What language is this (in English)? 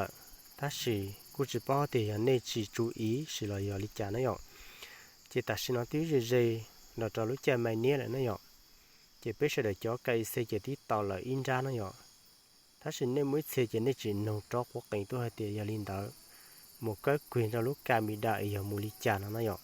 Hmong